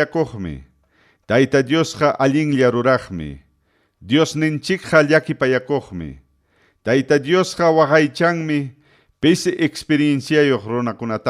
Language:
Ayacucho Quechua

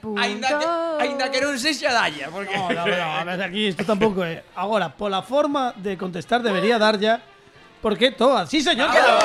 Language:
Galician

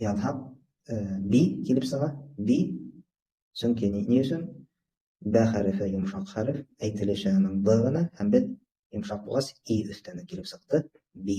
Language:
Bashkir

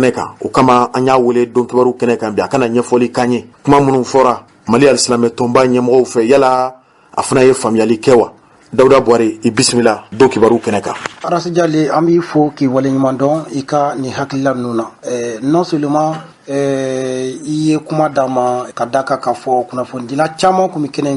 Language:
Bambara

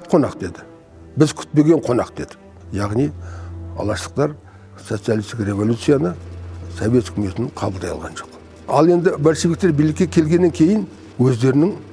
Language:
Kazakh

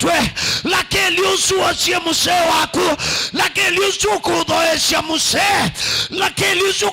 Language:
Kamba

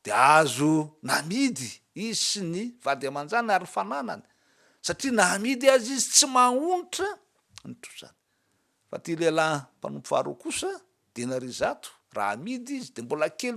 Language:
Malagasy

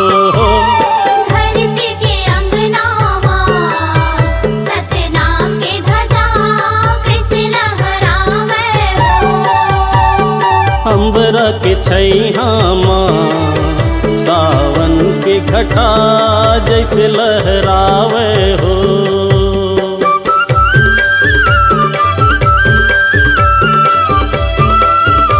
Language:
Chhattisgarhi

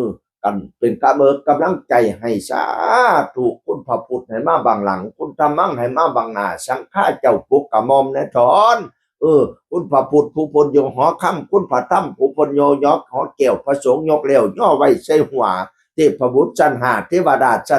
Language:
Northeastern Thai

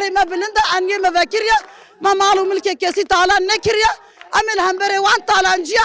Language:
Kurdish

